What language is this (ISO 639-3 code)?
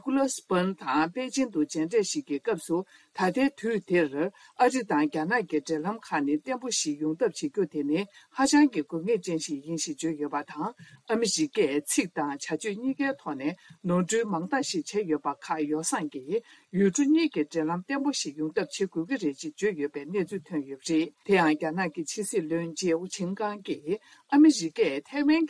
bod